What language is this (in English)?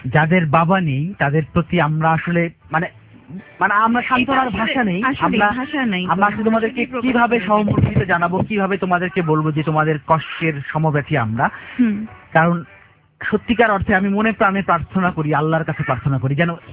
Bangla